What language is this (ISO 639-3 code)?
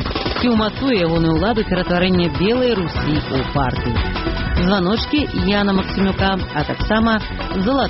bel